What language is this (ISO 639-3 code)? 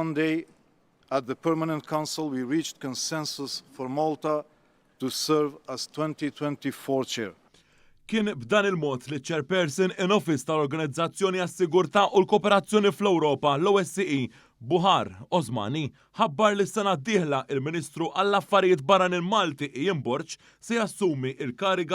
mlt